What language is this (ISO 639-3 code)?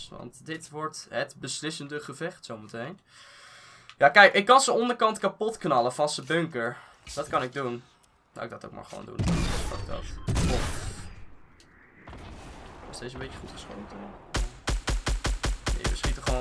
nld